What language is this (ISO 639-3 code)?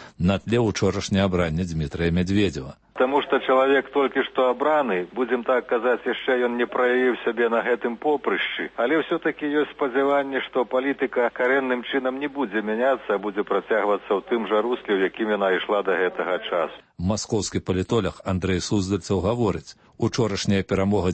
bel